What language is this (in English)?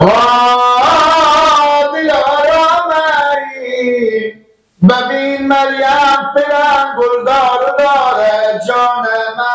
Persian